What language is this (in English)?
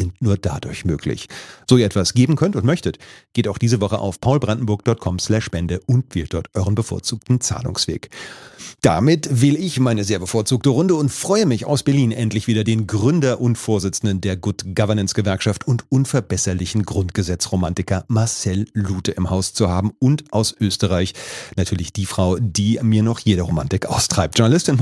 German